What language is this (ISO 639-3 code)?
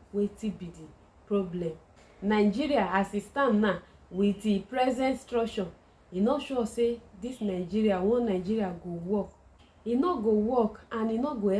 pcm